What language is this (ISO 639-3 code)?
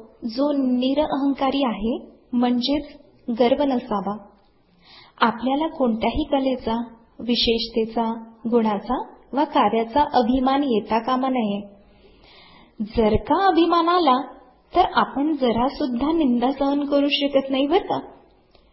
mar